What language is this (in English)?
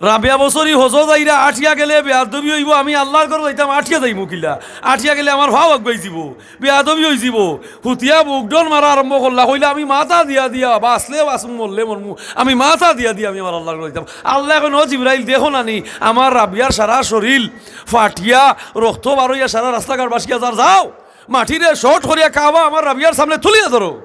Sylheti